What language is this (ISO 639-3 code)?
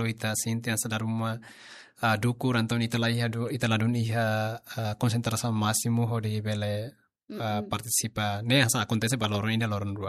tet